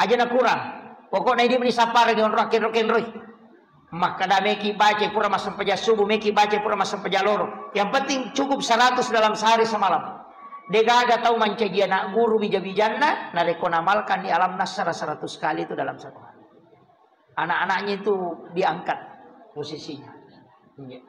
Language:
Buginese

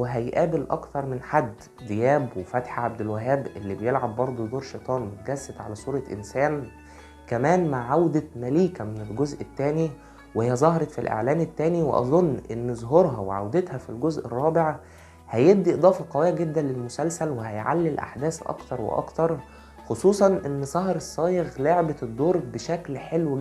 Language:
Egyptian Arabic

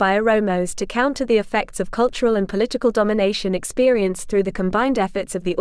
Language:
English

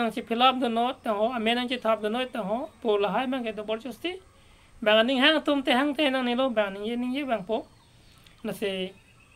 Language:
Karbi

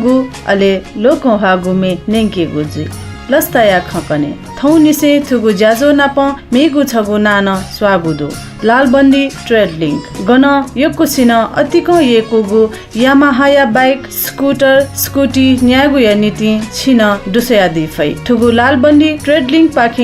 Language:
Newari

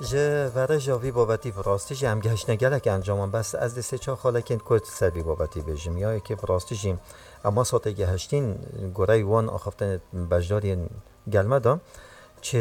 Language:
Kurdish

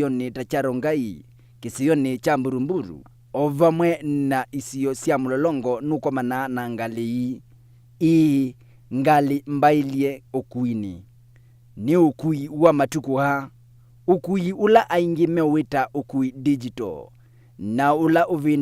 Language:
Kamba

